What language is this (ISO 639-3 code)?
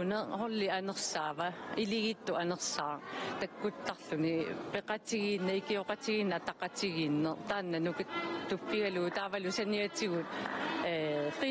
kal